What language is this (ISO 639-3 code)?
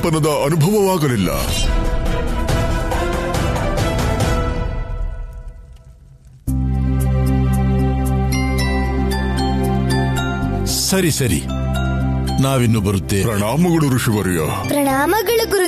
kan